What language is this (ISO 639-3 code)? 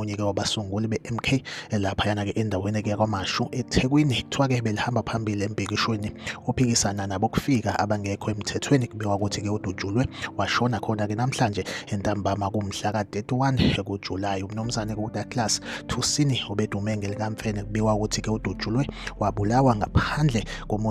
zul